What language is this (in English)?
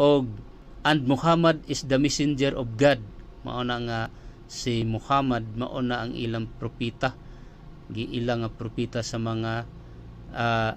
Cebuano